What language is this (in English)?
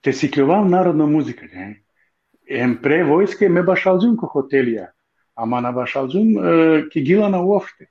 Balkan Romani